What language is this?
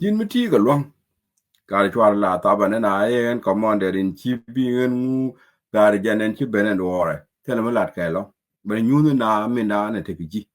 Nuer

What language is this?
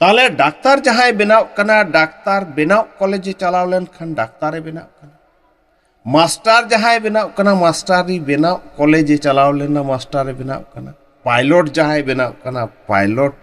Santali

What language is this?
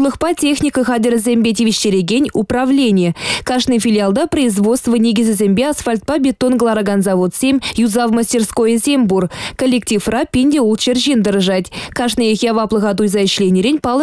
Chuvash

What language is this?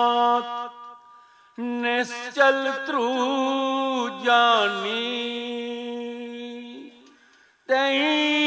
Punjabi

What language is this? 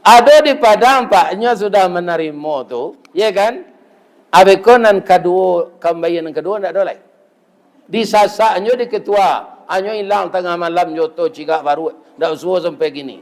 Minangkabau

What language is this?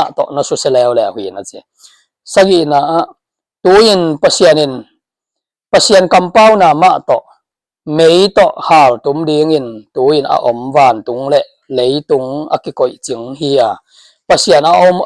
Tedim Chin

